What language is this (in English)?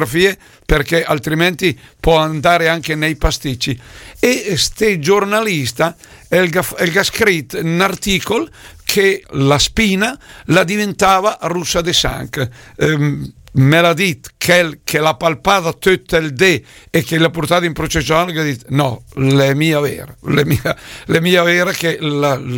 Lombard